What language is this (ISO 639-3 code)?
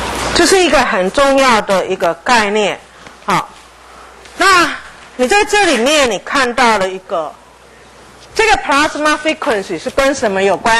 zho